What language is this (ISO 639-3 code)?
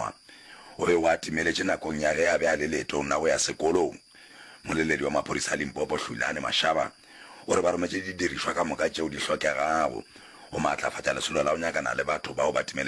nso